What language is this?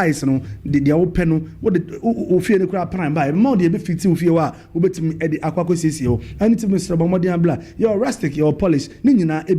Akan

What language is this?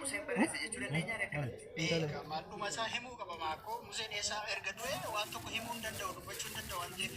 Oromo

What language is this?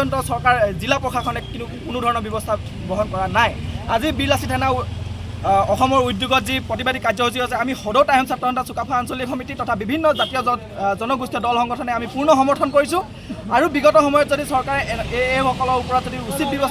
Assamese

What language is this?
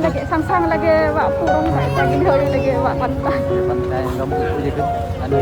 Achinese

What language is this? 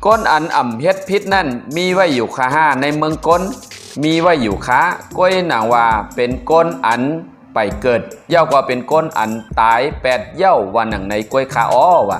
Shan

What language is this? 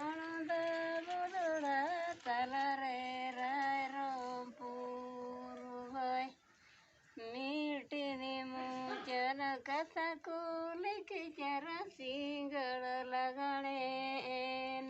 Santali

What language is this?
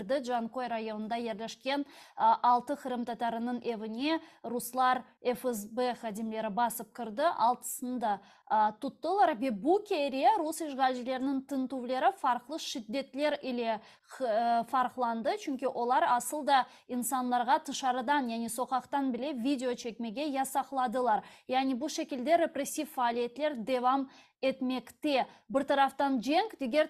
Crimean Tatar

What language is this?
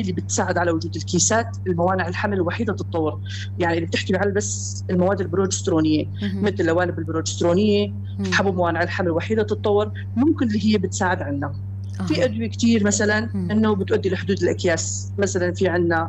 North Levantine Arabic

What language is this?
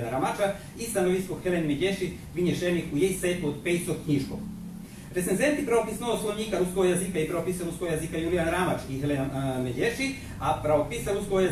Rusyn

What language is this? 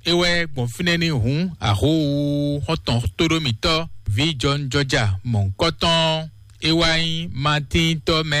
Fon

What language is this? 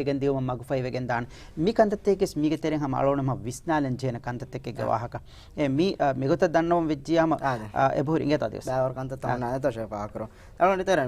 Divehi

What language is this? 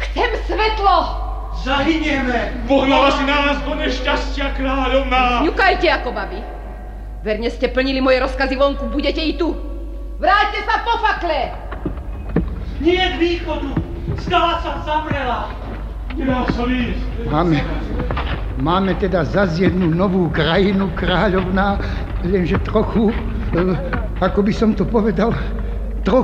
Slovak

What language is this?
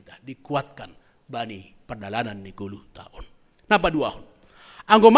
Batak Simalungun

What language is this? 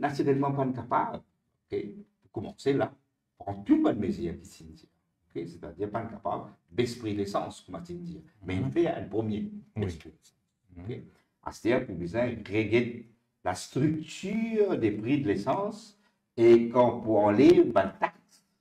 Morisyen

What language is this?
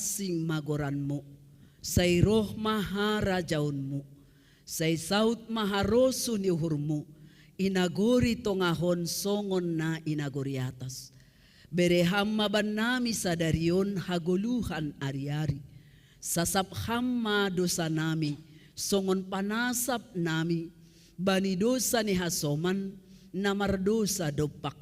Batak Simalungun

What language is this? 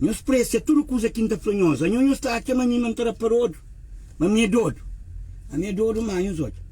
Kabuverdianu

